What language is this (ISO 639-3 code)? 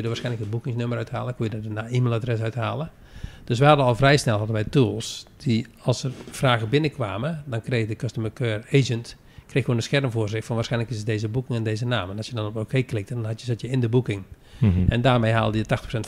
nld